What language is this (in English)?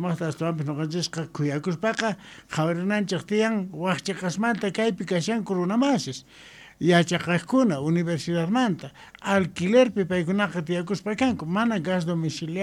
Quechua